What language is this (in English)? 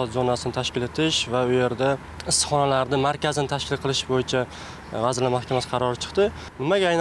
Uzbek